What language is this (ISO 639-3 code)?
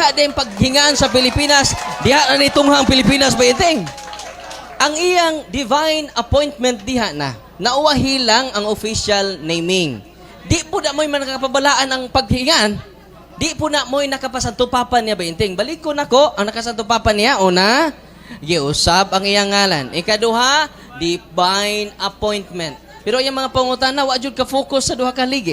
ceb